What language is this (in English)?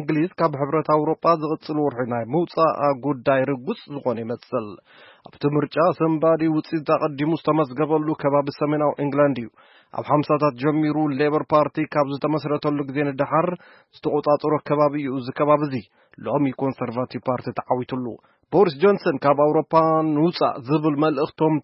Tigrinya